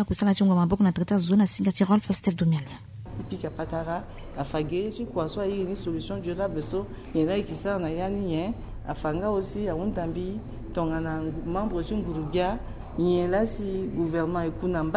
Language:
Sango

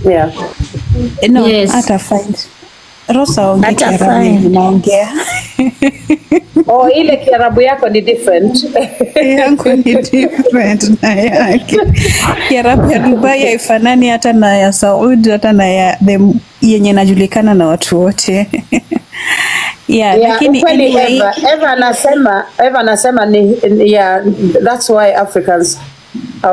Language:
Swahili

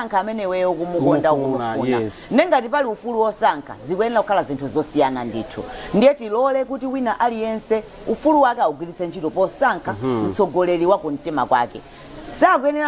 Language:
Nyanja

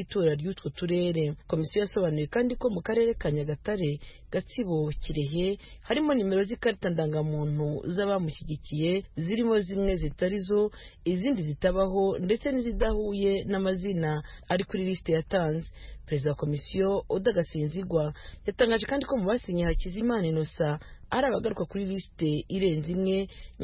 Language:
Kinyarwanda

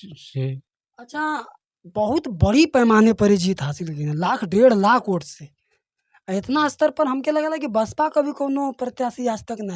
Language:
Bhojpuri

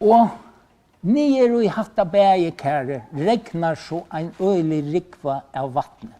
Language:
Faroese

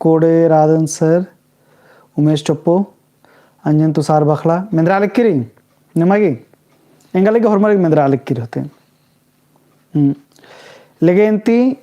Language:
Kurukh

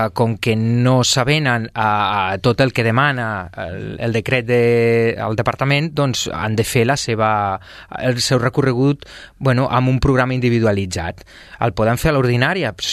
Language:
Catalan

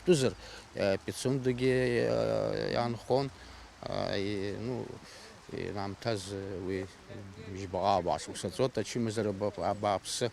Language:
Abkhazian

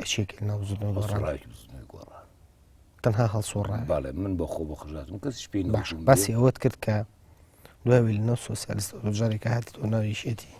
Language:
Central Kurdish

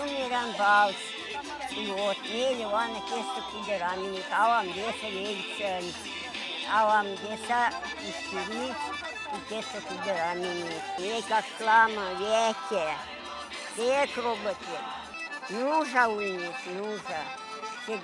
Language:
Erzya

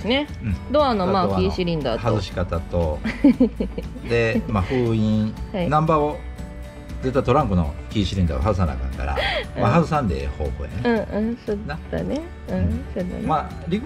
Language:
Japanese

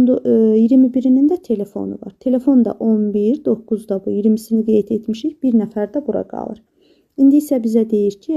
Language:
Azerbaijani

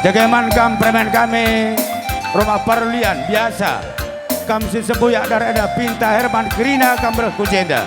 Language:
Batak Karo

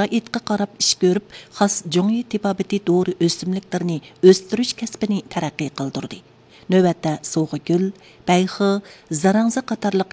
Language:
Uyghur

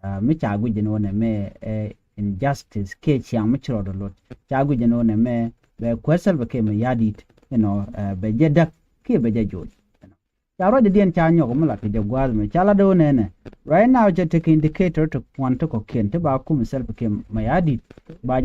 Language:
Nuer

